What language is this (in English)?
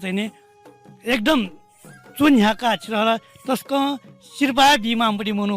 Newari